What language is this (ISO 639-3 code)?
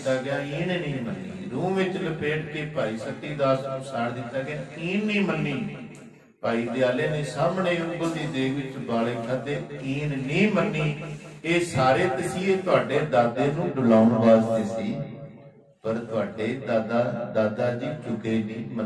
pan